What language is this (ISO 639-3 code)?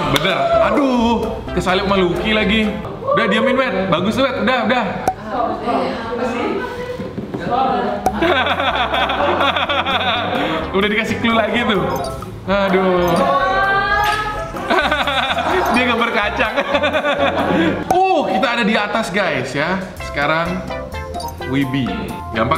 ind